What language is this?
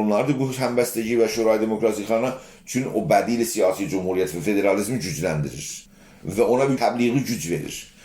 South Azerbaijani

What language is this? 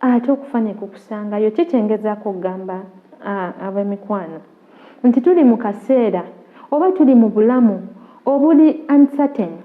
Ganda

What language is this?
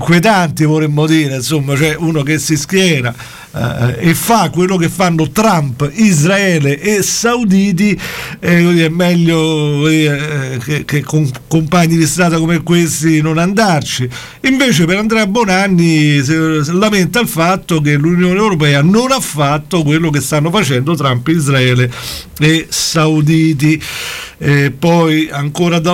Italian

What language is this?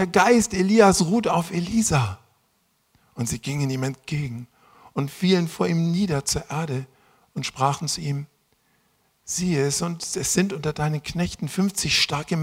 German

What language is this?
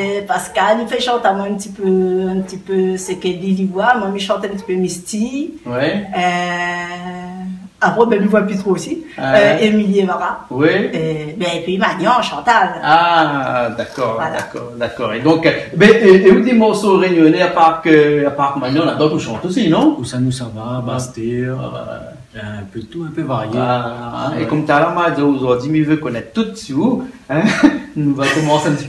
Réunion Creole French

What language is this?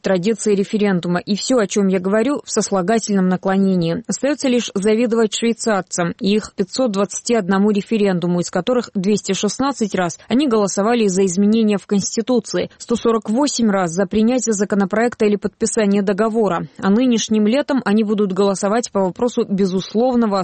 Russian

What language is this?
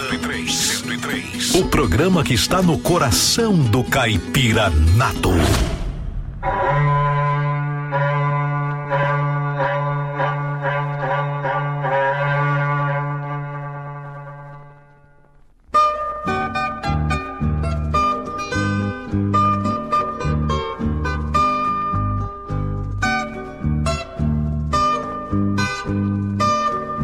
Portuguese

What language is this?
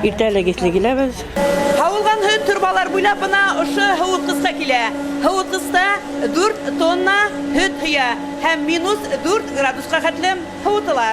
Bashkir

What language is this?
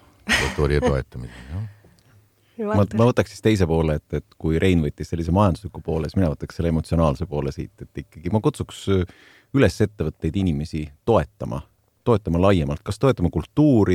Estonian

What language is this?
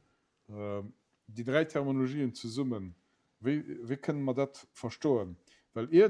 Luxembourgish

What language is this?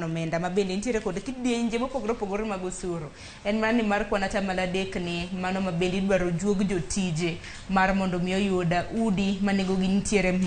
Luo (Kenya and Tanzania)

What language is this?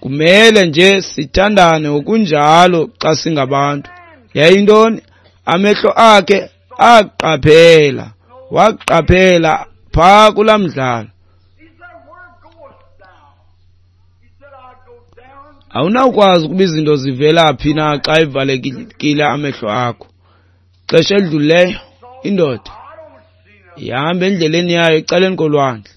Xhosa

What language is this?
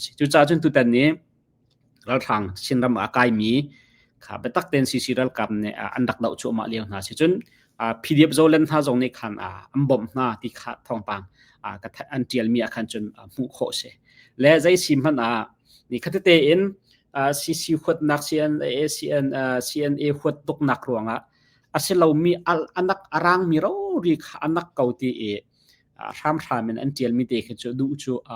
Hakha Chin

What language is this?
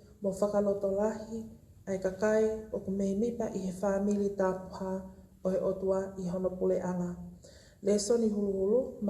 Tongan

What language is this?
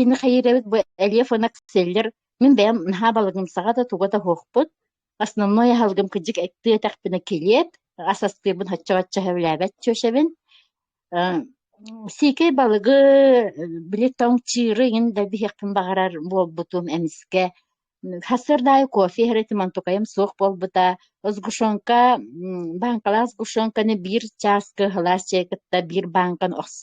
Yakut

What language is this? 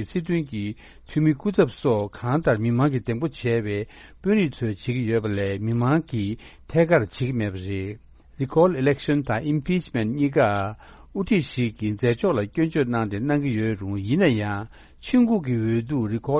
Tibetan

